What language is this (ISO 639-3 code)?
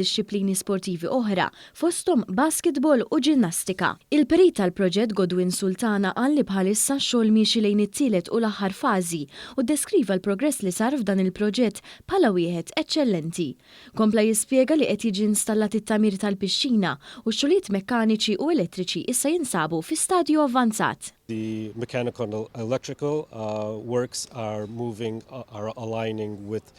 mlt